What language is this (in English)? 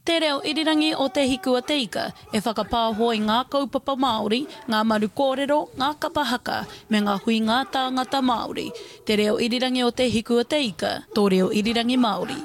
Māori